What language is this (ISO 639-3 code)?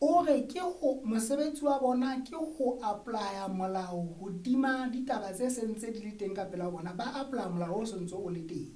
sot